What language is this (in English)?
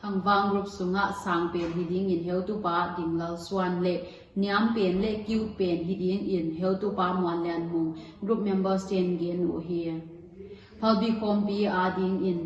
Paite Chin